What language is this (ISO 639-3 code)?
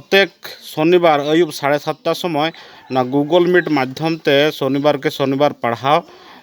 sat